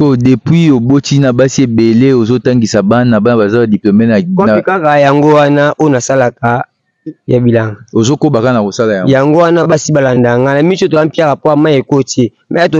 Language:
Lingala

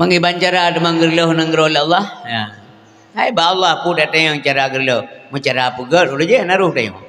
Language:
Achinese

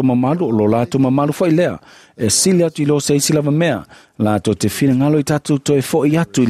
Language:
Samoan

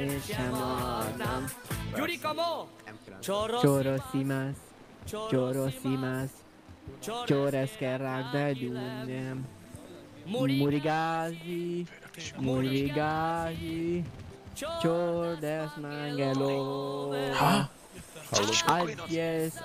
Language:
Hungarian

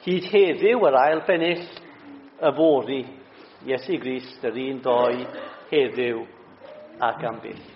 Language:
Welsh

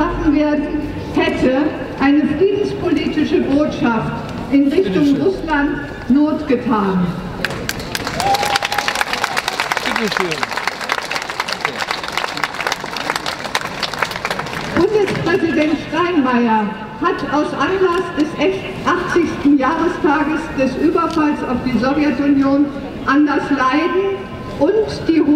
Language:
German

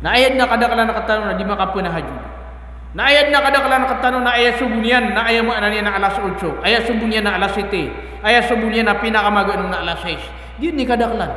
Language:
Maranao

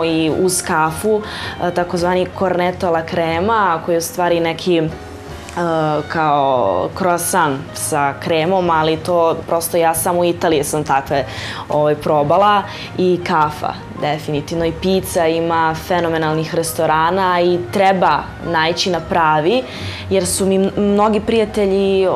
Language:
Serbian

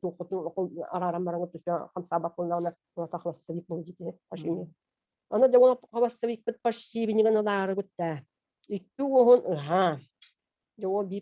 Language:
Yakut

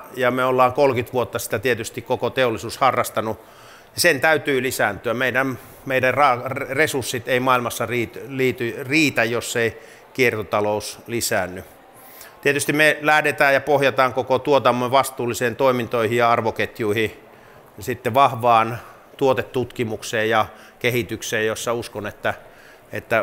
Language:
Finnish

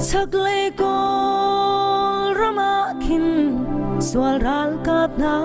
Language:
Hakha Chin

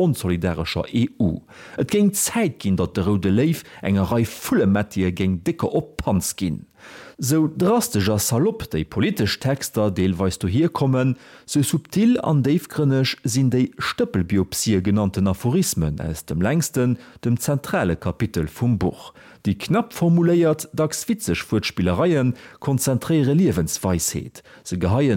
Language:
Luxembourgish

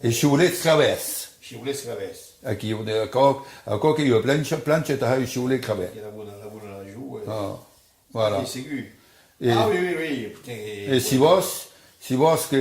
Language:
Occitan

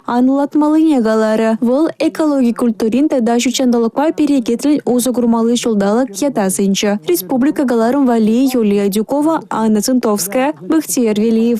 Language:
Chuvash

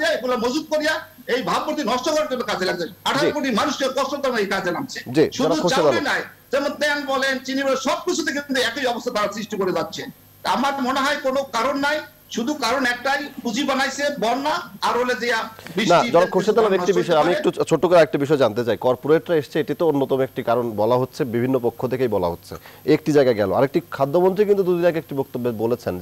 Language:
Bangla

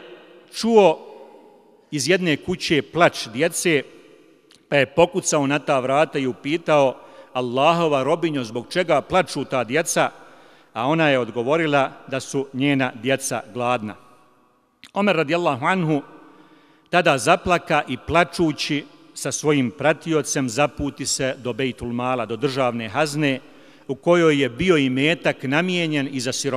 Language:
Bosnian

